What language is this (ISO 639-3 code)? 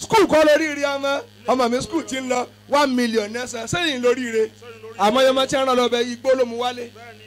yor